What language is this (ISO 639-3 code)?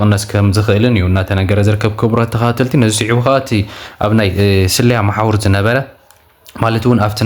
tir